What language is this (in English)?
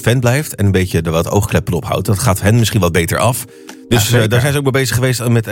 Dutch